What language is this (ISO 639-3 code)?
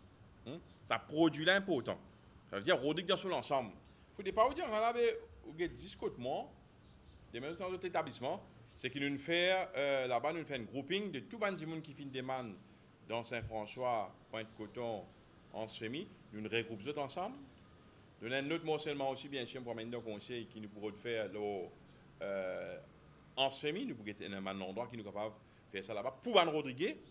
mfe